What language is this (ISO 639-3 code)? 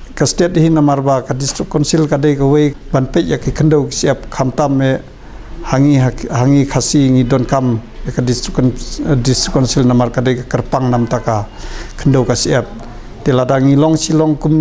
kha